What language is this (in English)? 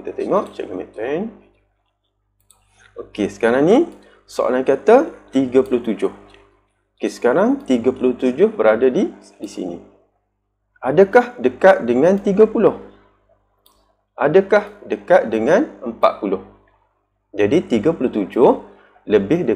Malay